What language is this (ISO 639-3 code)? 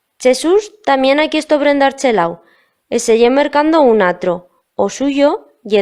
arg